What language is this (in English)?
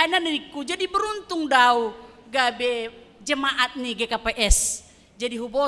Batak Simalungun